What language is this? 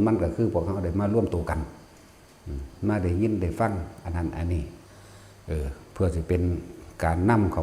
Northeastern Thai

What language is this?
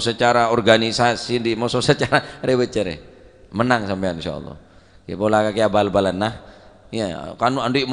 Madurese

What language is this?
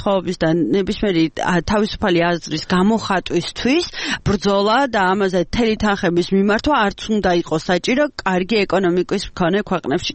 Georgian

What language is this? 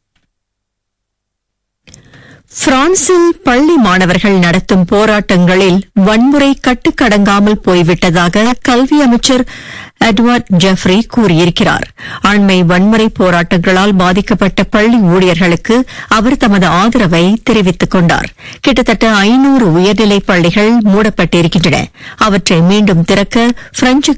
Tamil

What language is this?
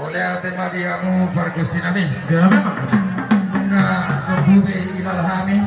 Batak Toba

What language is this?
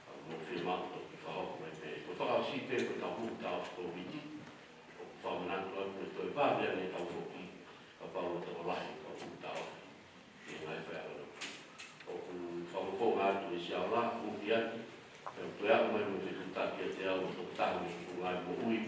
Tongan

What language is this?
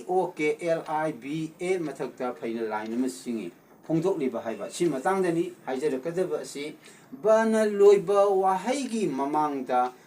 Manipuri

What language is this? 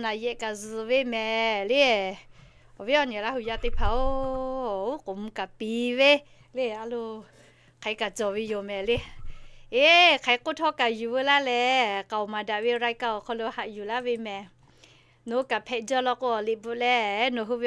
Lahu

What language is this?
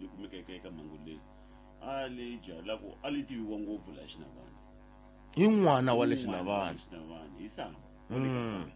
Tsonga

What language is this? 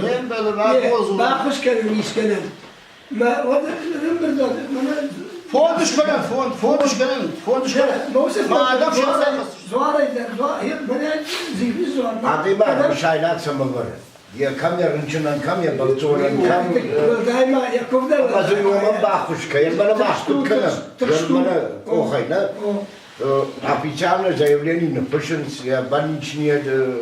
Ossetic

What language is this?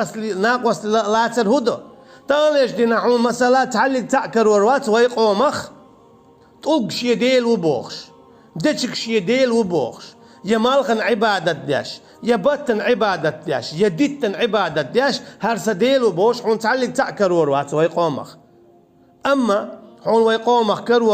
Chechen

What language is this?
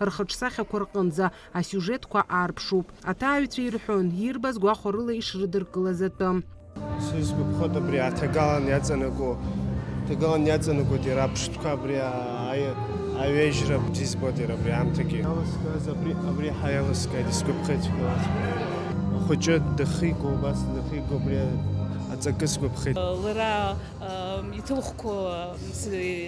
Abkhazian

